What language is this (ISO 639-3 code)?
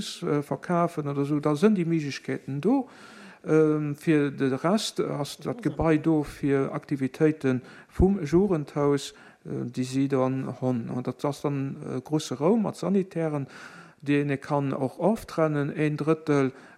ltz